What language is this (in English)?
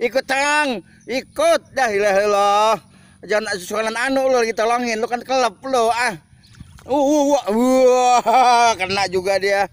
Betawi